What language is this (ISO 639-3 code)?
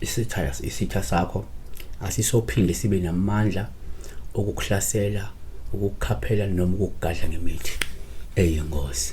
zul